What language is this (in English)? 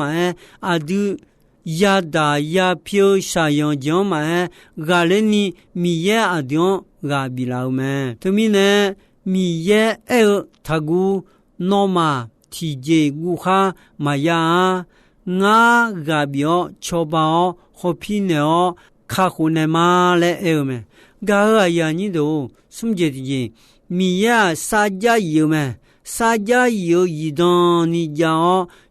Akha